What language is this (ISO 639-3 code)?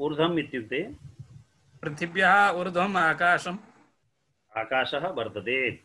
san